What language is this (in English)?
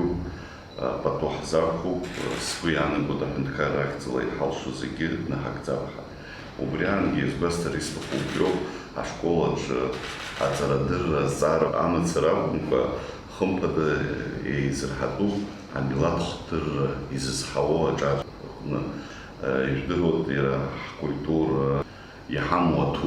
Abkhazian